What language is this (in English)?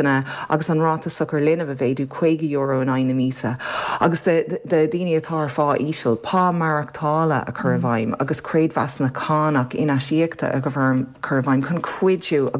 Irish